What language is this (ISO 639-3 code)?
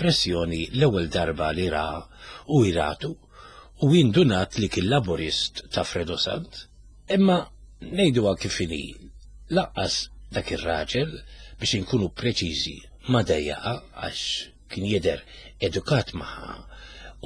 mlt